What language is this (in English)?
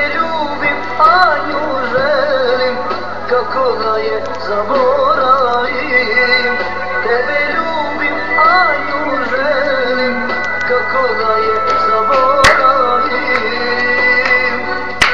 Croatian